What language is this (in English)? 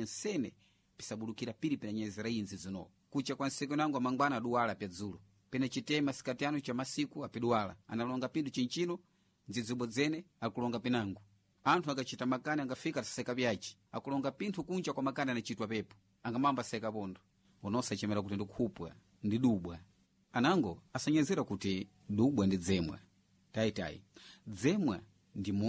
Sena